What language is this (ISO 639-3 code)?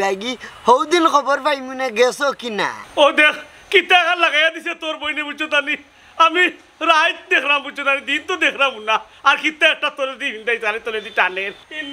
syl